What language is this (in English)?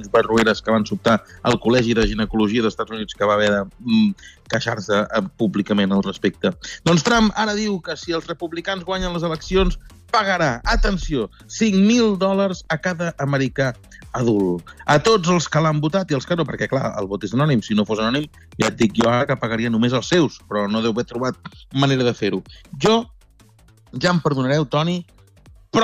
Catalan